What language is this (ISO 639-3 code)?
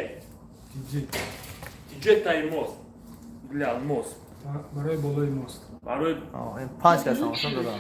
tgk